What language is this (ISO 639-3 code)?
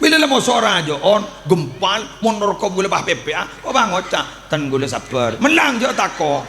mad